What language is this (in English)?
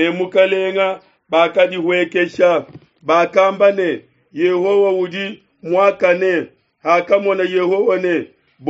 Luba-Lulua